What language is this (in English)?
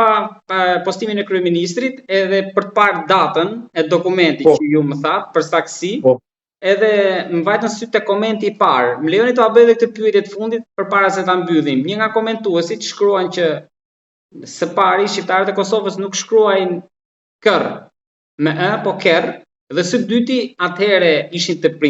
Albanian